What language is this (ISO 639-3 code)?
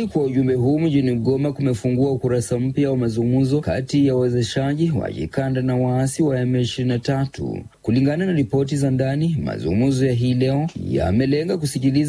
swa